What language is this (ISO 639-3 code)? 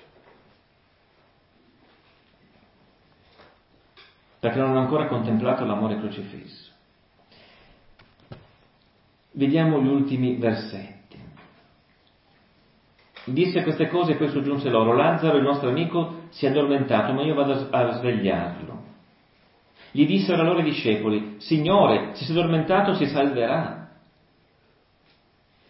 ita